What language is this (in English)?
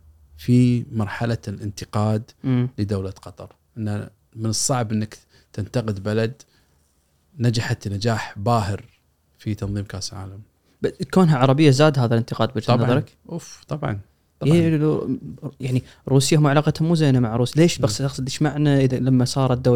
Gulf Arabic